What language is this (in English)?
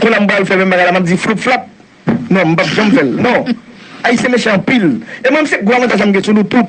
Haitian Creole